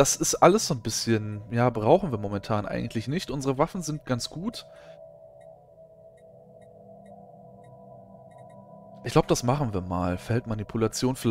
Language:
German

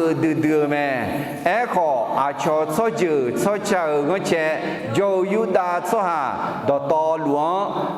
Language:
Akha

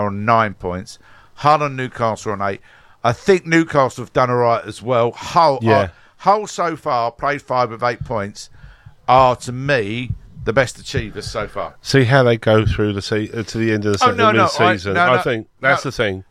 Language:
English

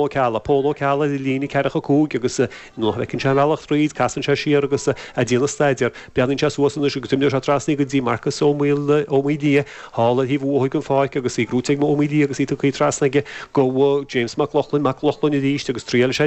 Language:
Irish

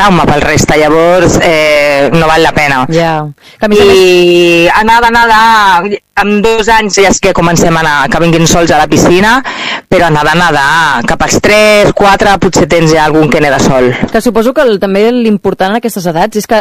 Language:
Catalan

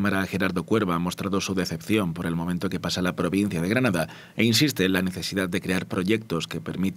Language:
Spanish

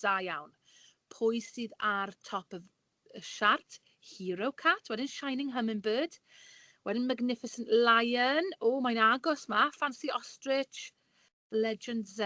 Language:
Welsh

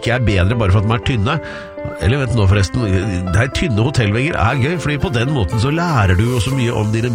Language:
Norwegian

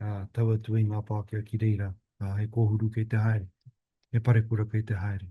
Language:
Māori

